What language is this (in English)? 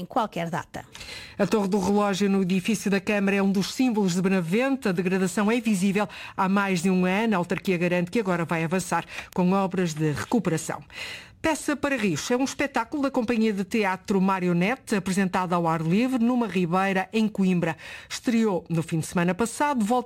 Portuguese